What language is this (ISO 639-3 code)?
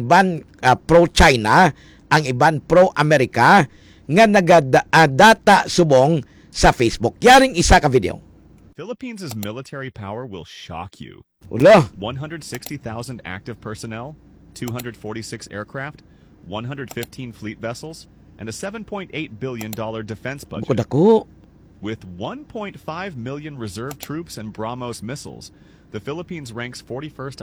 hil